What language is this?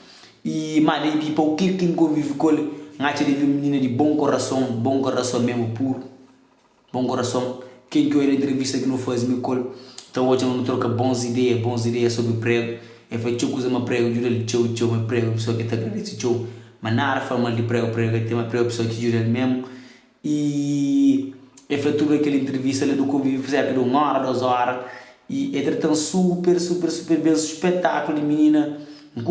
Kabuverdianu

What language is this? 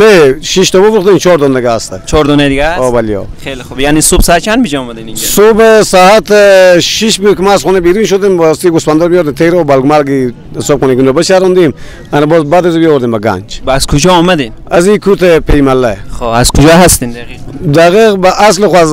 Persian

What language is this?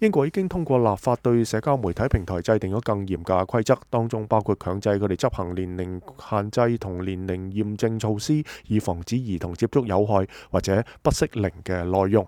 Cantonese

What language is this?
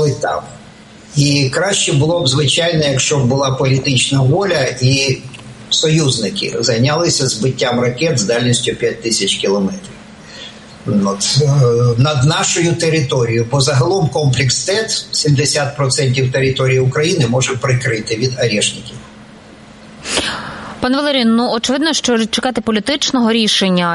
Ukrainian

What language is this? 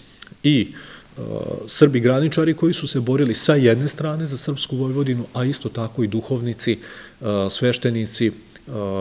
Serbian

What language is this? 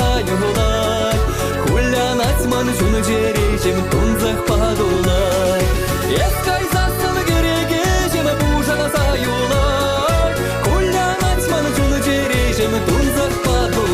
Chuvash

